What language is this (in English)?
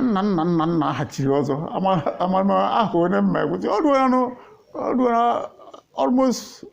Igbo